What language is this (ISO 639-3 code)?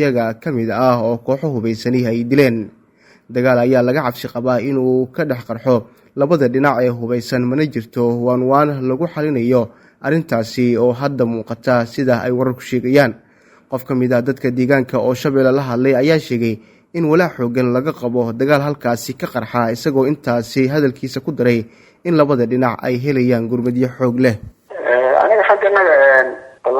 som